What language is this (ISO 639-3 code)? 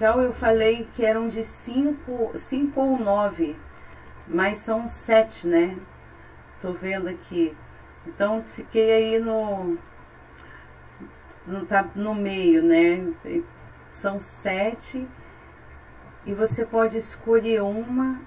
por